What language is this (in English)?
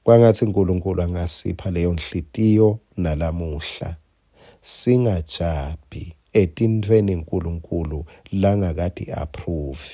Swati